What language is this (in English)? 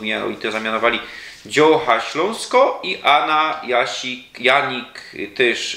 Silesian